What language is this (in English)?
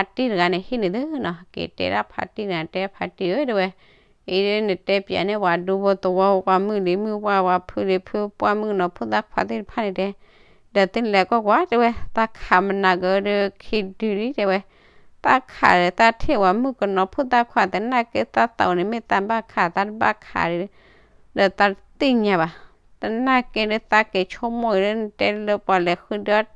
S'gaw Karen